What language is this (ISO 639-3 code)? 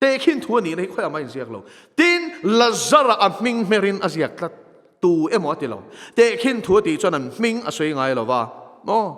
lus